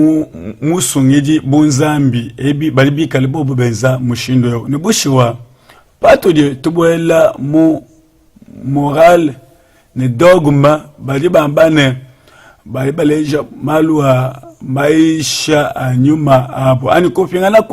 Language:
Luba-Lulua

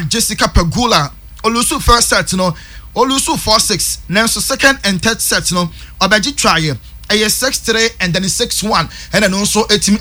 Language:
Akan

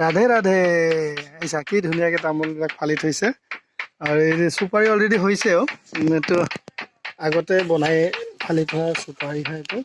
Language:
Assamese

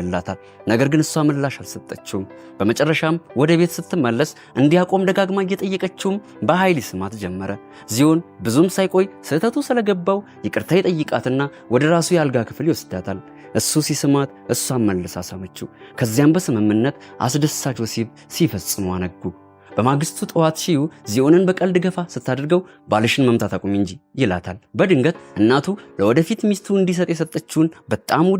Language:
Amharic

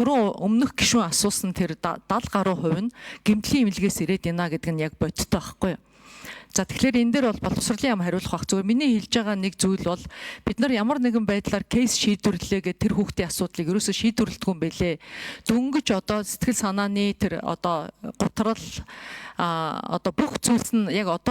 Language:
Mongolian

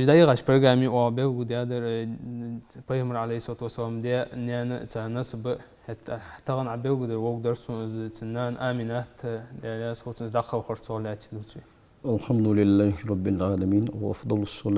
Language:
Ingush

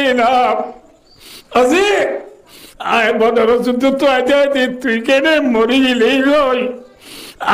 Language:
Rohingya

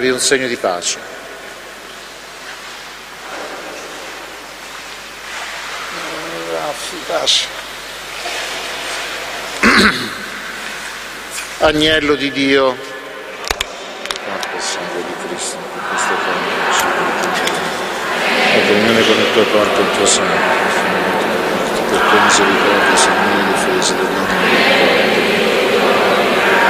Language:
Italian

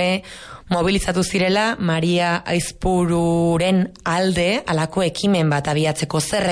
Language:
Basque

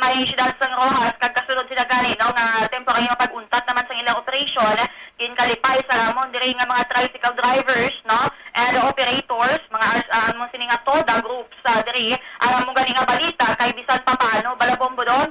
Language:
Hiligaynon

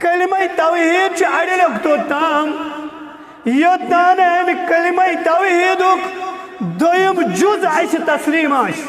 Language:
Kashmiri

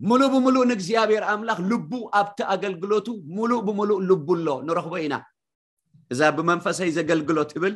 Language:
Tigrinya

